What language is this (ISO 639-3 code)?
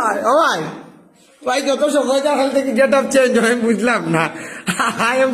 syl